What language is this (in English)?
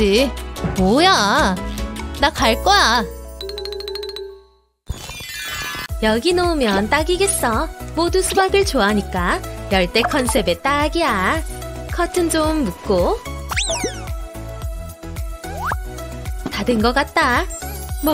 Korean